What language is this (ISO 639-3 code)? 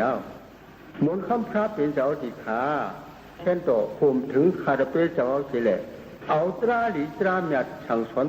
shn